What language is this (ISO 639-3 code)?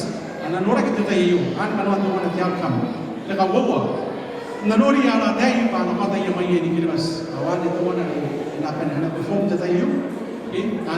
gil